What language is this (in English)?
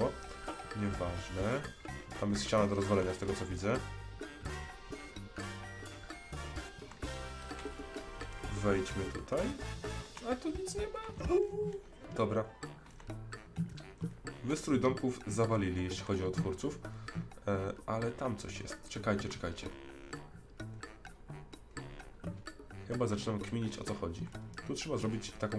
Polish